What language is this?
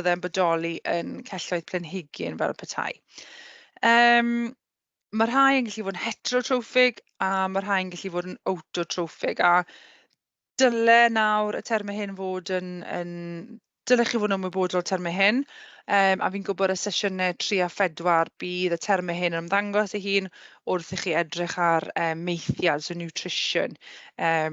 Welsh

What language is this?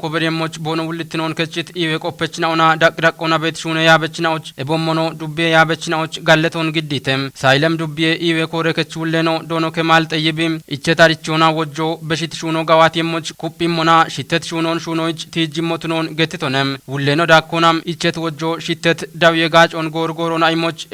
Kafa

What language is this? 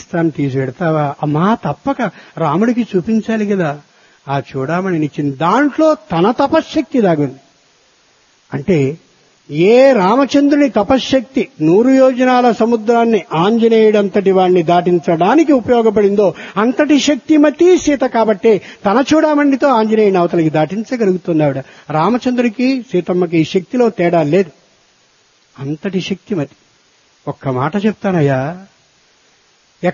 Telugu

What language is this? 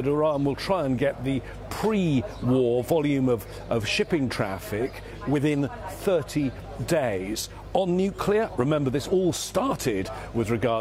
English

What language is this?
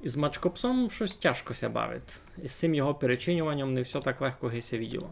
Rusyn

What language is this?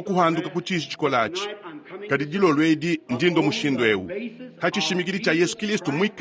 Luba-Lulua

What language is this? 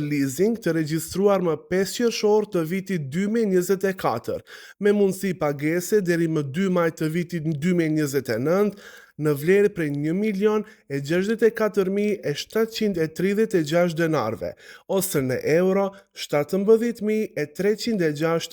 Albanian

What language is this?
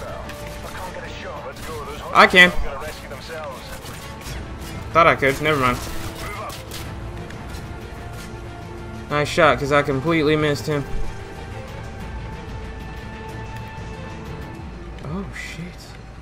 English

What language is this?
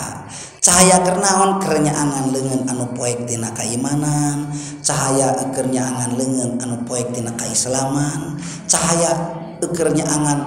Sundanese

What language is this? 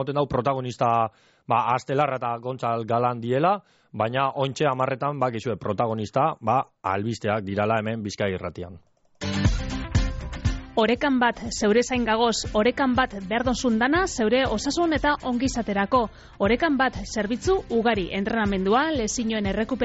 Basque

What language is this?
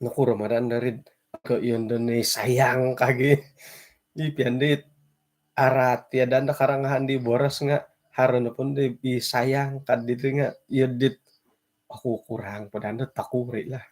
Central Dusun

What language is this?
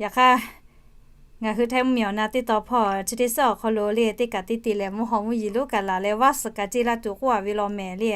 Lahu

